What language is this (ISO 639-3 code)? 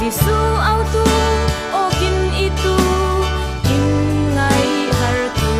cfm